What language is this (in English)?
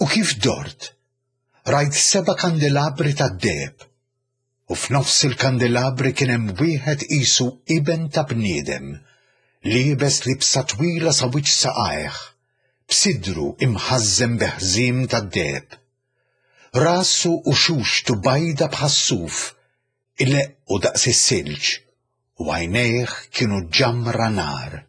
Maltese